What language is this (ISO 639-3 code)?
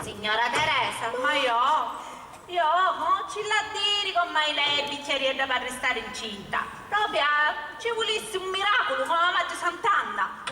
scn